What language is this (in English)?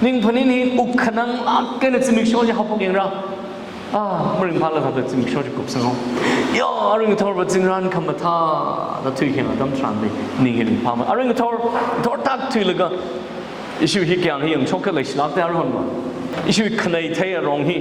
Tangkhul Naga (India)